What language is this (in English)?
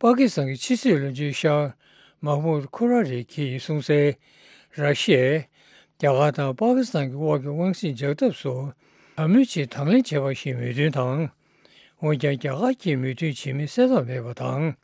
Tibetan